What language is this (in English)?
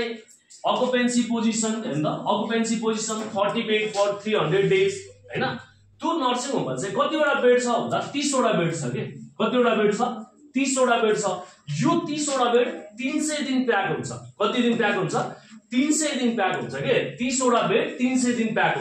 Nepali